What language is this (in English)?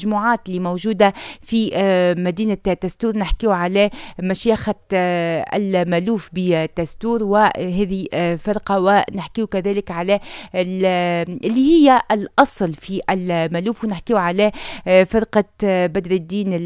Tunisian Arabic